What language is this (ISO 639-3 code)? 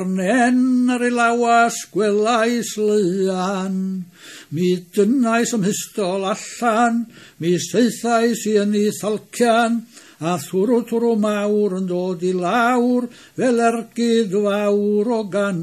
cym